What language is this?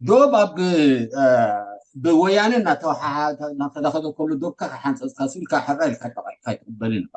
Tigrinya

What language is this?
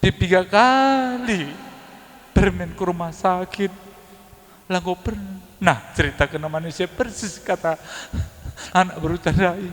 Batak Karo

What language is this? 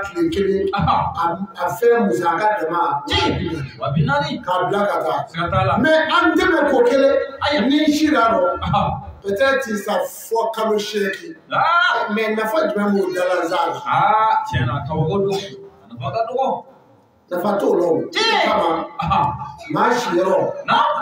Bambara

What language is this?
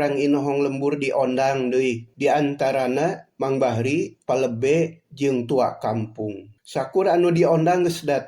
Sundanese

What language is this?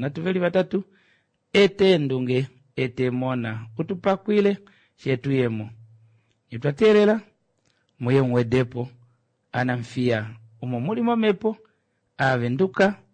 Kuanyama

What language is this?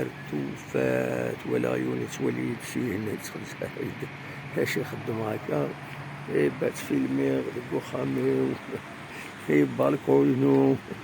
Kabyle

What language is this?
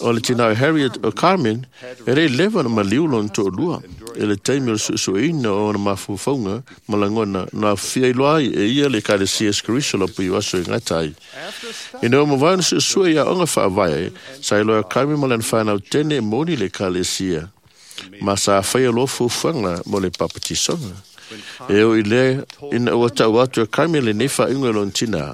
Samoan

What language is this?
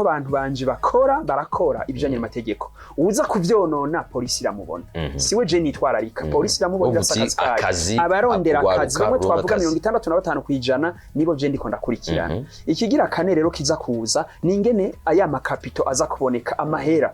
Rundi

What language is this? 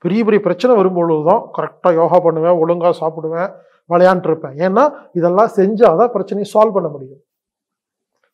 Tamil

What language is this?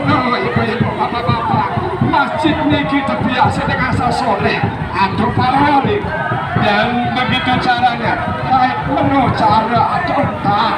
Sasak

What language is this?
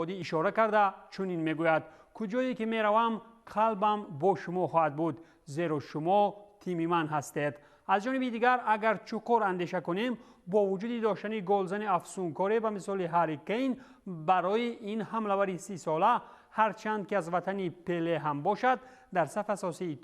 Tajik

